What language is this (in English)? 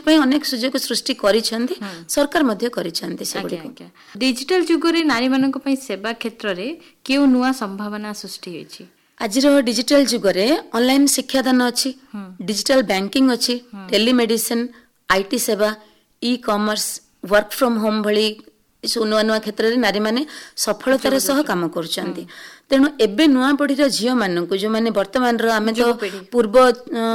Odia